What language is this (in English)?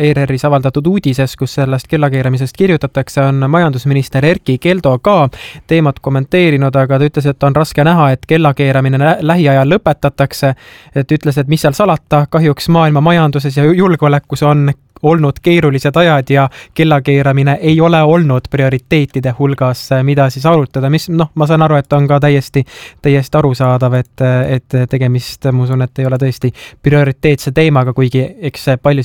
Estonian